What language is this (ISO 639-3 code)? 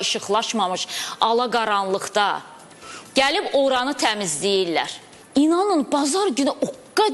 aze